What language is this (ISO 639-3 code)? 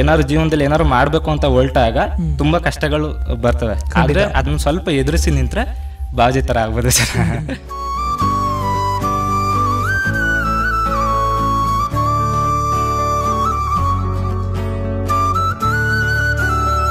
kan